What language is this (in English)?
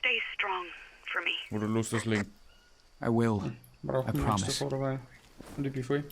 Bavarian